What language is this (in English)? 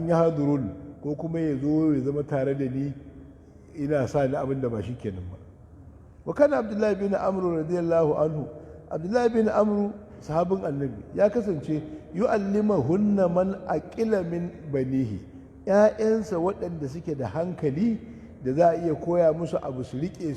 Hausa